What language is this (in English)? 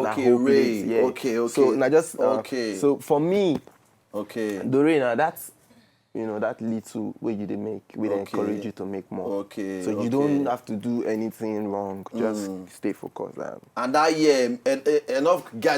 Nigerian Pidgin